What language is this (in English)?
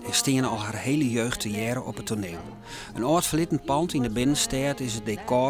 Western Frisian